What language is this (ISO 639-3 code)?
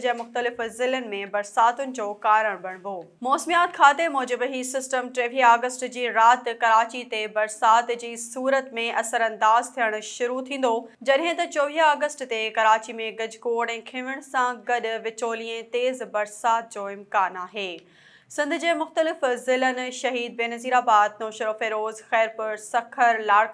snd